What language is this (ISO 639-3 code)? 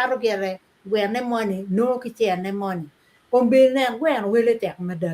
ach